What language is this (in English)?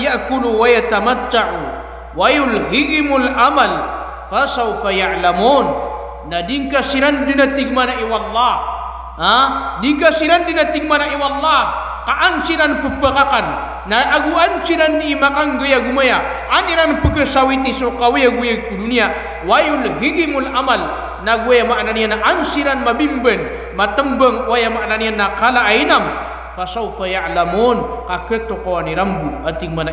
Maranao